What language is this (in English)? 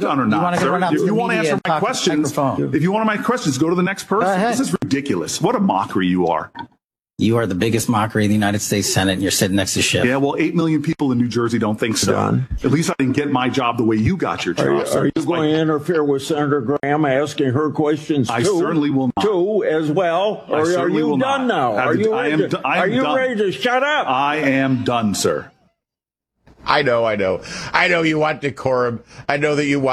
English